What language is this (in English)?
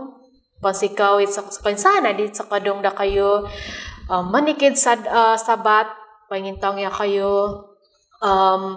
Central Dusun